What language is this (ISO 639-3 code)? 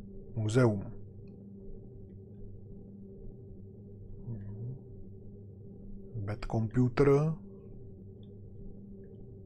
ces